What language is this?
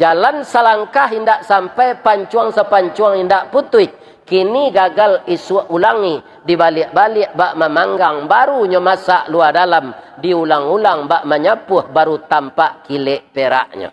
Minangkabau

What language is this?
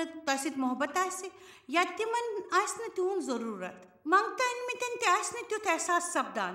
Kashmiri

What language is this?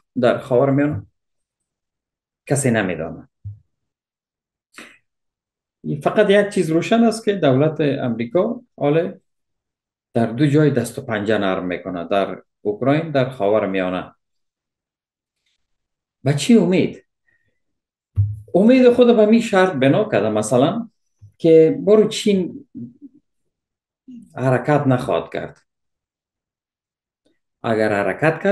Persian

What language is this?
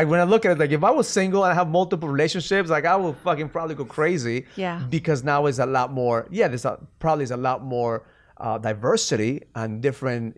English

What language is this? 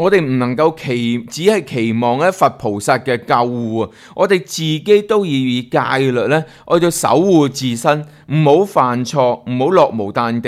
Cantonese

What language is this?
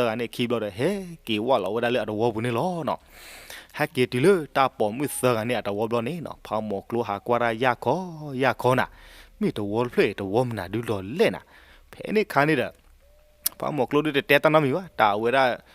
S'gaw Karen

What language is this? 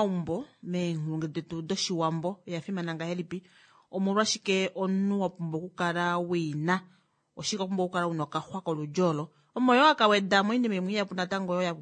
Kuanyama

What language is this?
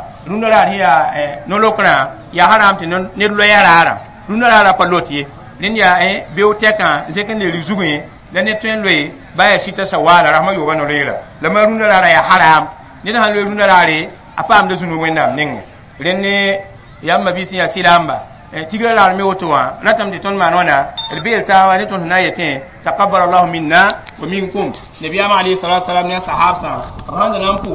Mossi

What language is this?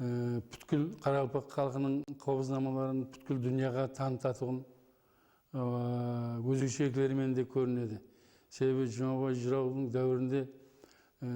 Kara-Kalpak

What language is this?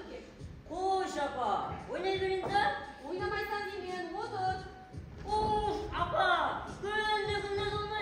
Kara-Kalpak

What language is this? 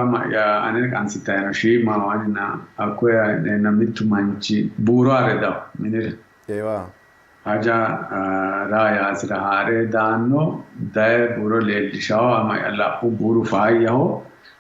Sidamo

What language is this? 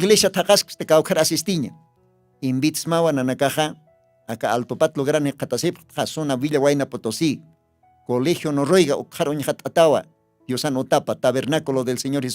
Aymara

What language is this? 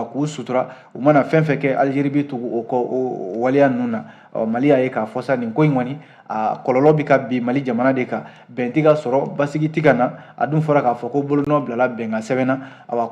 Bambara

